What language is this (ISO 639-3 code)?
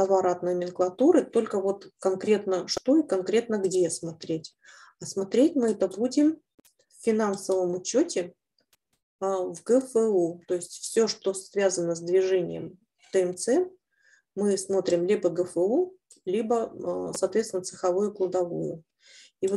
rus